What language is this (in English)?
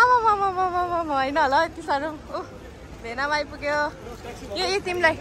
Nepali